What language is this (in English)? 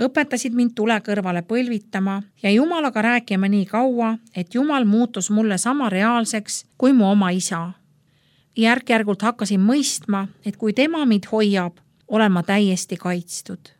Estonian